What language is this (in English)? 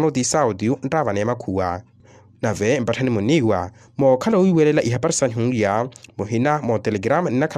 Makhuwa